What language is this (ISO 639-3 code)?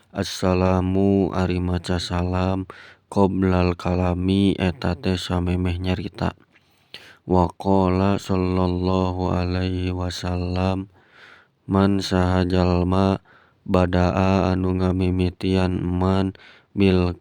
sun